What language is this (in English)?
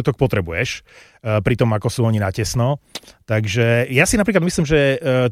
Slovak